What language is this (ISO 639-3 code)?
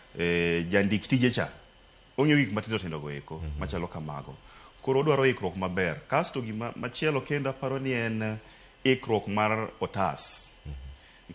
luo